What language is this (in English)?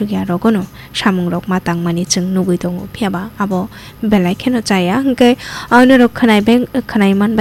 Kok Borok